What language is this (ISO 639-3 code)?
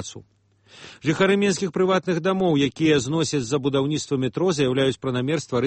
bel